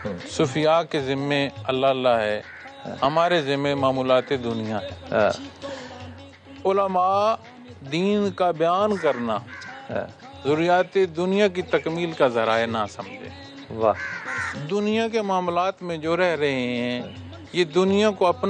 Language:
Urdu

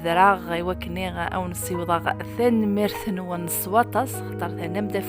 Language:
Kabyle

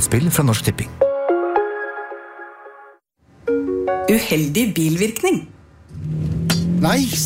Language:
Norwegian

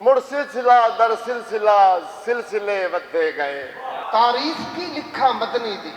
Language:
Western Panjabi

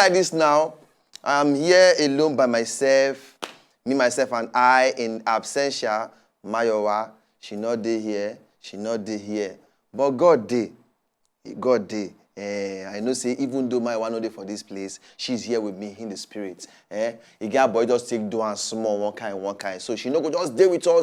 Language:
Nigerian Pidgin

